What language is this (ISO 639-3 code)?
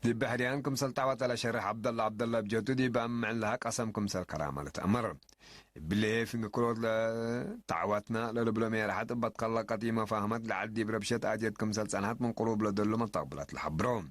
tig